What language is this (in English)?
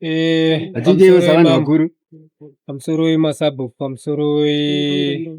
Shona